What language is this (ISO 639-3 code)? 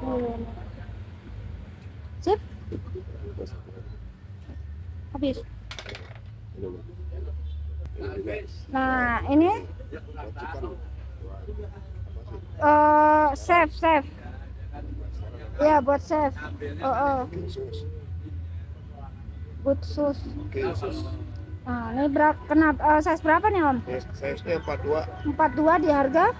ind